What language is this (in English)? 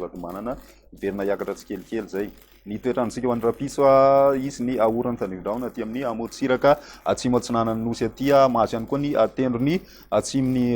Malagasy